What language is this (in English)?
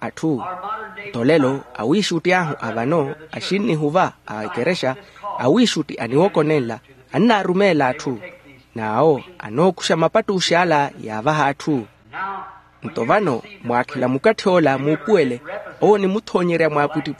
Makhuwa